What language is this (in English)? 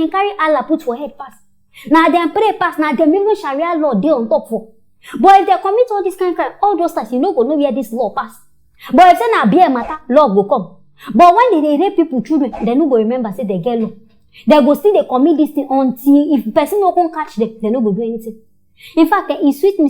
Nigerian Pidgin